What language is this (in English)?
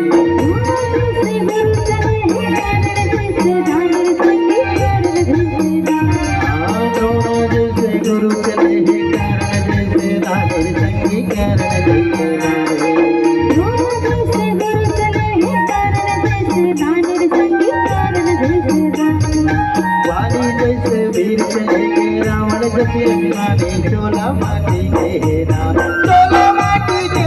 Chhattisgarhi